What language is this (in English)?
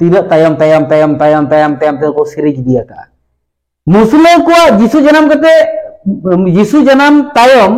Santali